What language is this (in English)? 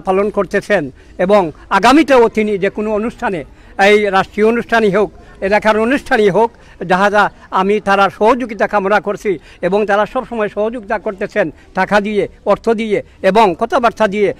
Sylheti